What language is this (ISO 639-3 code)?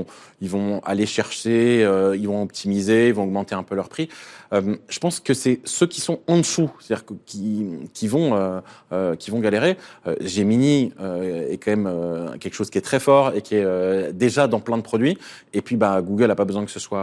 fra